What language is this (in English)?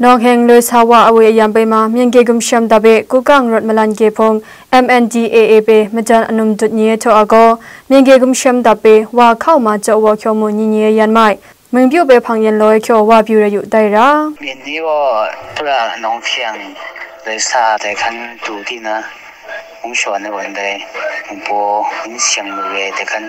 Kachin